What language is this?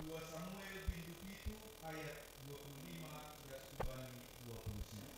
Batak Simalungun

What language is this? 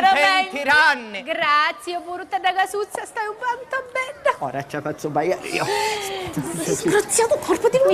Sicilian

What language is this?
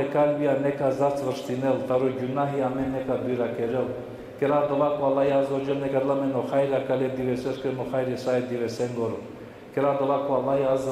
Balkan Romani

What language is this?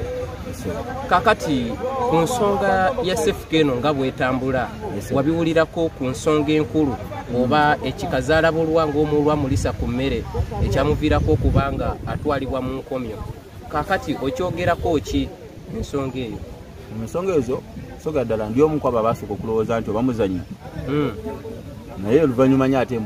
Ganda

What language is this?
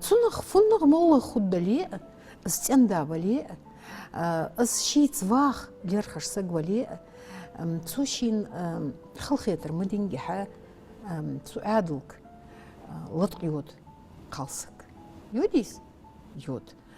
Ingush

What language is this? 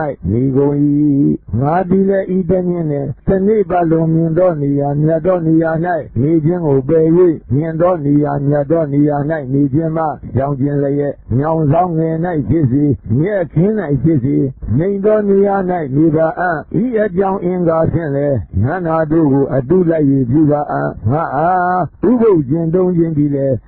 Burmese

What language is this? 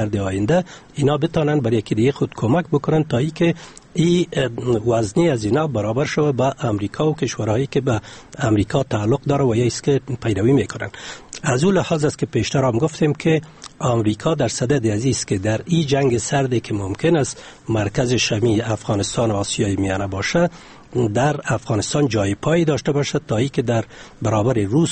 Persian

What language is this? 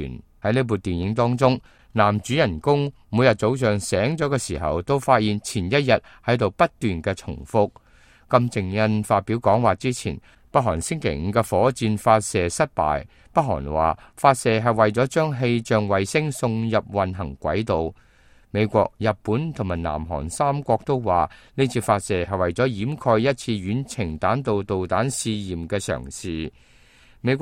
Cantonese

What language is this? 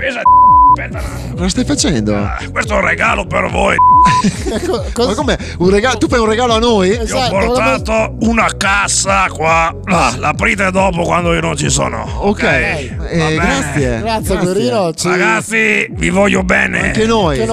Italian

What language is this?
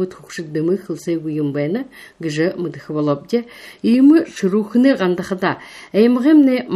Buriat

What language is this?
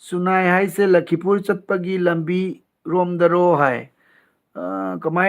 Manipuri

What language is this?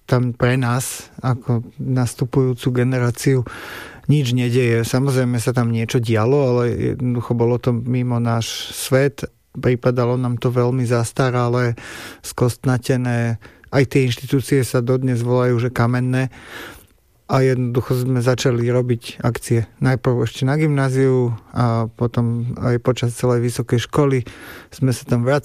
Slovak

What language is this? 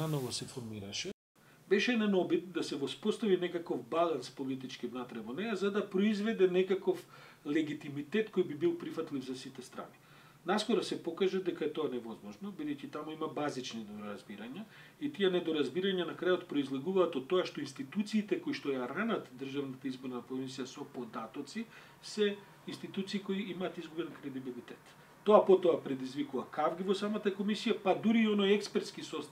Macedonian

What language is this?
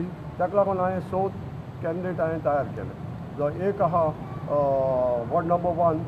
Konkani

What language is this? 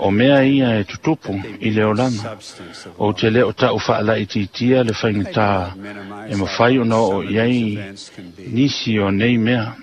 Samoan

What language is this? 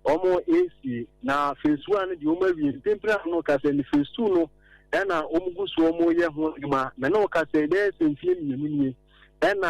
Akan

